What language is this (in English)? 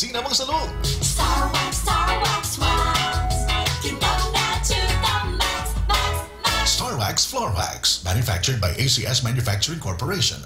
Cebuano